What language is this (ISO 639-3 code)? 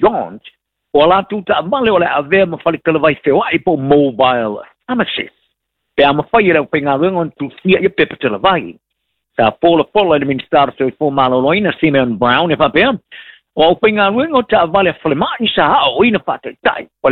smo